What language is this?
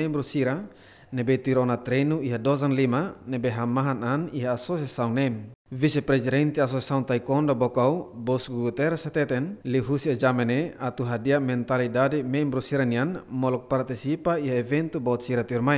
Tetum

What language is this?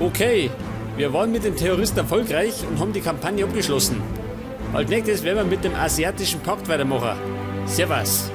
Bavarian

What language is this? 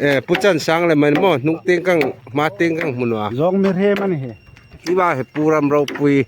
Hmar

